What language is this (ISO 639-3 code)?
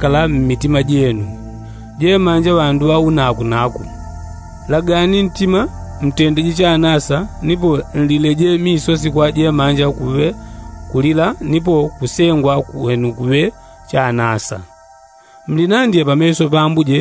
yao